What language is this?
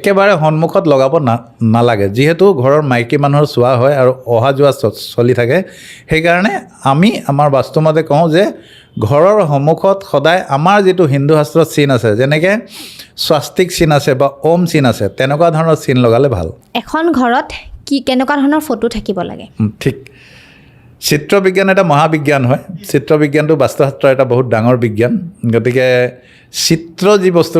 Assamese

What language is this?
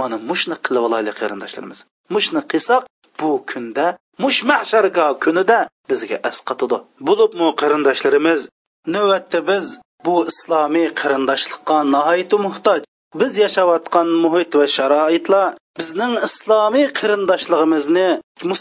Uyghur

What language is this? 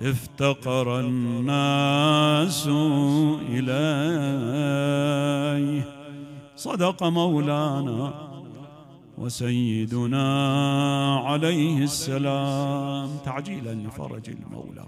Mesopotamian Arabic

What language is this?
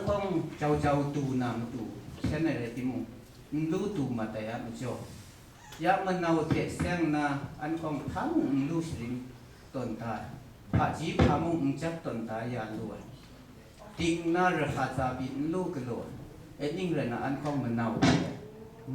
Kachin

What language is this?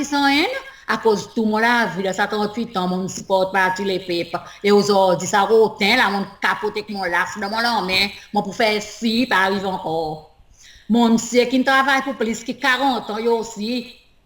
Seselwa Creole French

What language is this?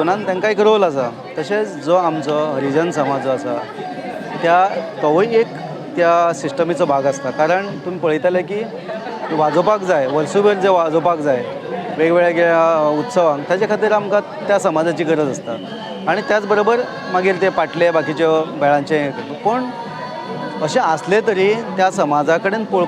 Konkani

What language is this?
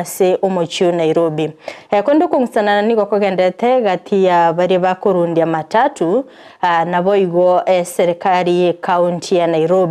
Gusii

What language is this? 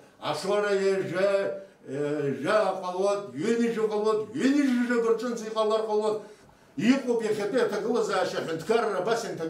Abkhazian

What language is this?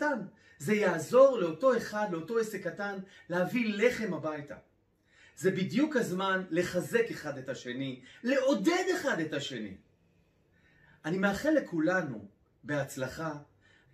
Hebrew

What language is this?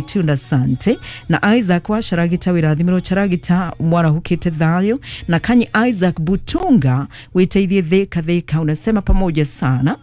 Kikuyu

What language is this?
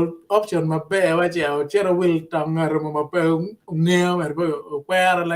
Acoli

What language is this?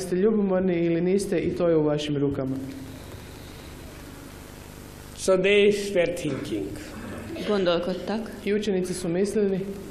Hungarian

